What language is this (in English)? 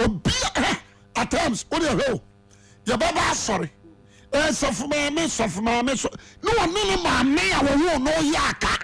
Akan